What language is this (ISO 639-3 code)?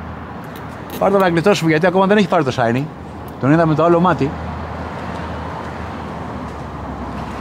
ell